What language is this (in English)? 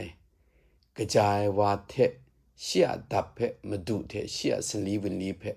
Kachin